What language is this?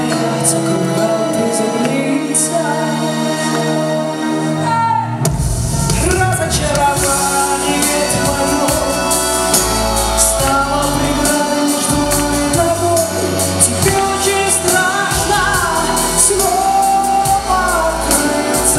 Russian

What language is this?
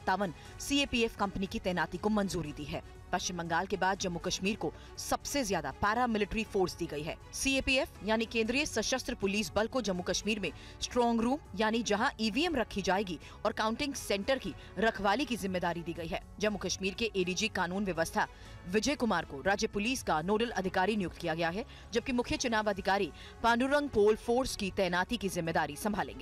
Hindi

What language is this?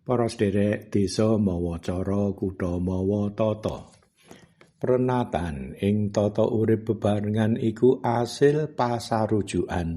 Javanese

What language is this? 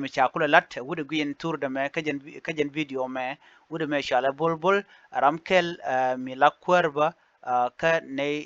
Nuer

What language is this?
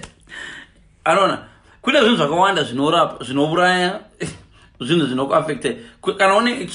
Shona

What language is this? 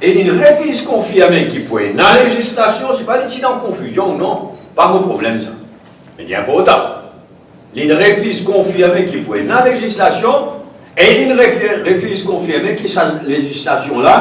Morisyen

